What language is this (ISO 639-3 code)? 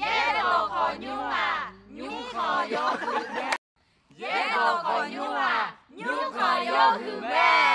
ahk